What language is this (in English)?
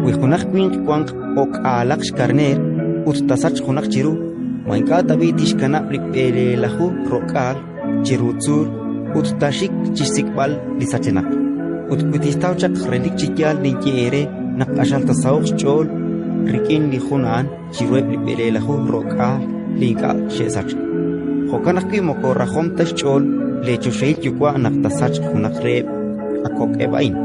Kekchí